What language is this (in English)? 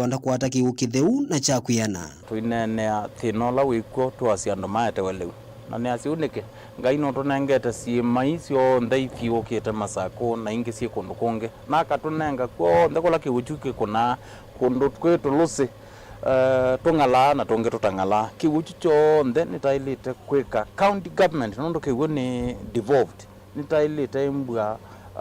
Kamba